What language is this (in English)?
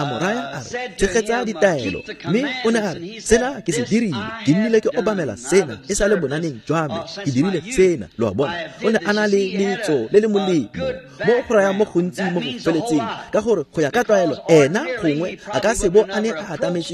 Tswana